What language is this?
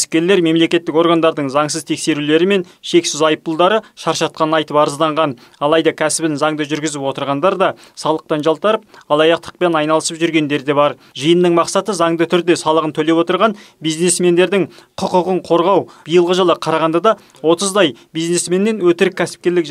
Kazakh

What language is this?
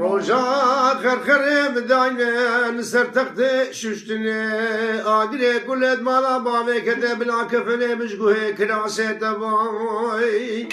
Kurdish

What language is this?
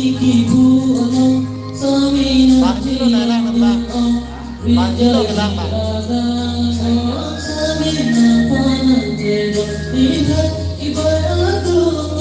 Karbi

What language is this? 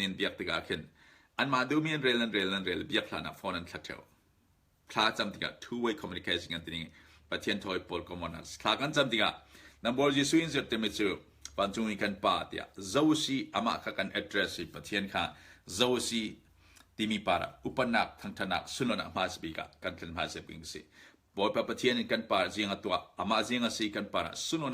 Falam Chin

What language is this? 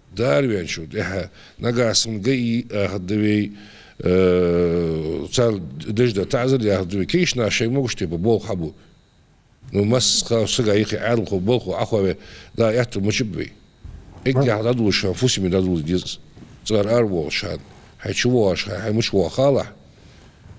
Ingush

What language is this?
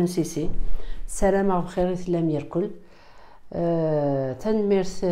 Kabyle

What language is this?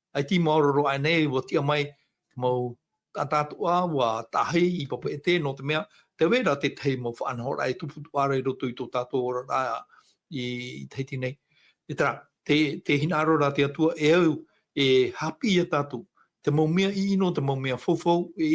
Tahitian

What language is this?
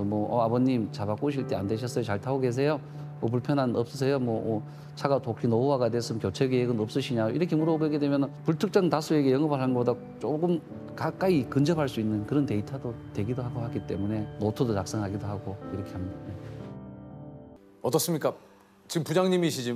Korean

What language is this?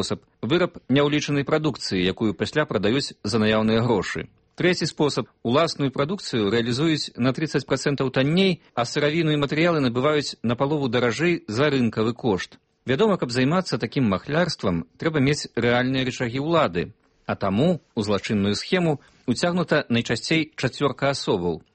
Belarusian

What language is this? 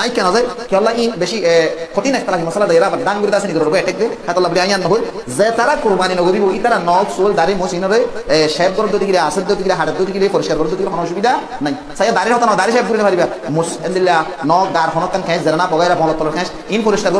Rohingya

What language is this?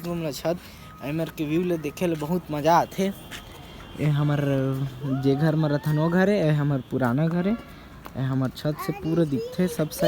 Chhattisgarhi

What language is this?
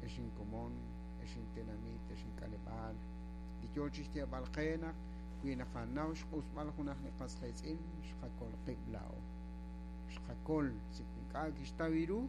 Kekchí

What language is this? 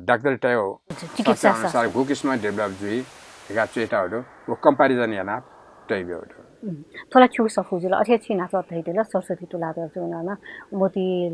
Newari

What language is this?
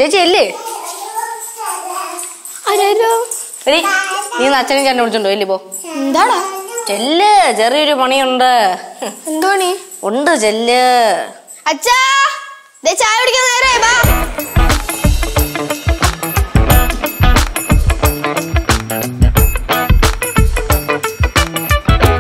Malayalam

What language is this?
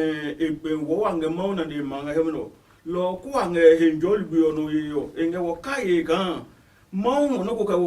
Adangme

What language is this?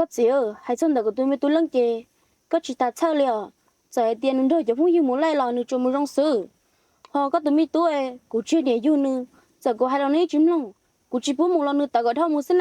Hmong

